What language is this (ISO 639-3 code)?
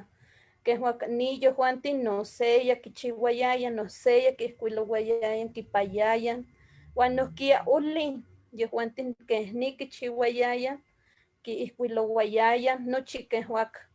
nhe